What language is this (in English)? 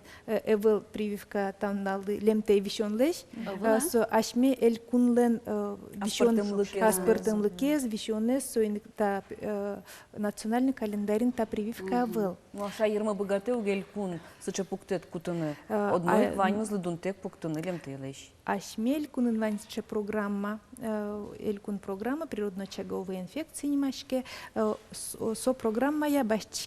Udmurt